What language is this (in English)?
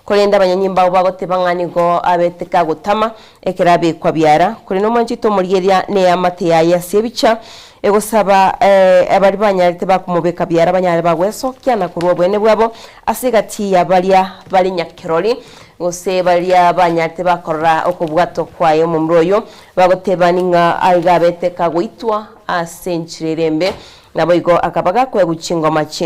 Gusii